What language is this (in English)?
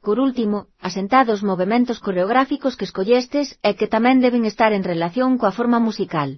Galician